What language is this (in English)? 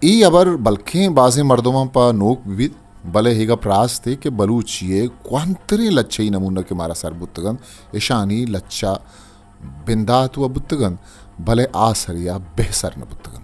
Eastern Balochi